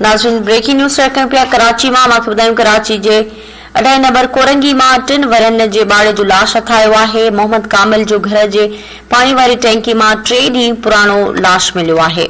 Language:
Sindhi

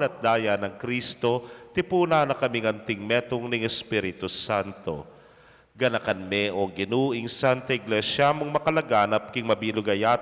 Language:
Pampanga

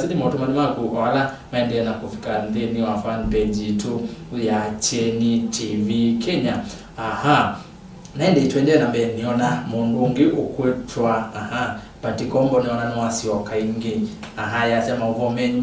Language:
Kamba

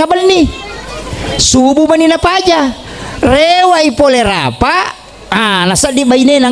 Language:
Buginese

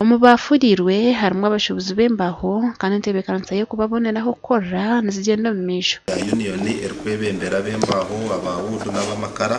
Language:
Nyankole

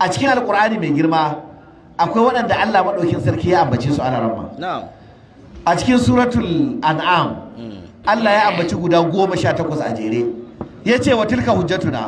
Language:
Hausa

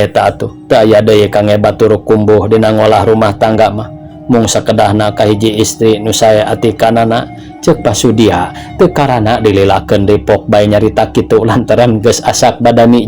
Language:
Sundanese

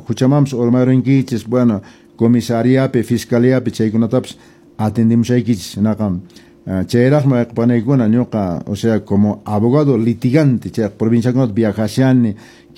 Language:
Quechua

